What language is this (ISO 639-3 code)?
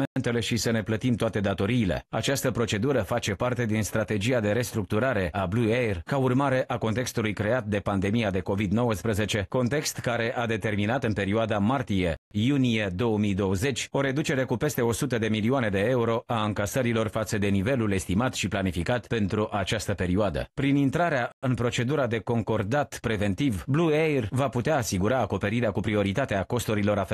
ron